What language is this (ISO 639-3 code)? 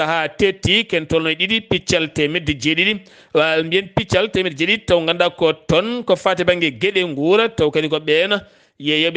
ful